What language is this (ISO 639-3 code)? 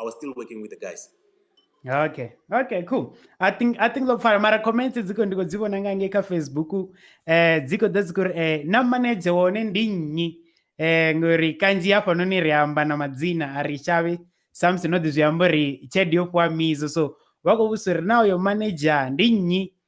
ven